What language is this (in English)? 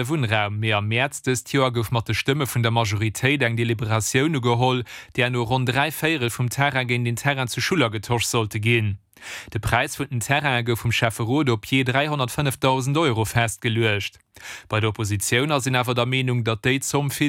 Luxembourgish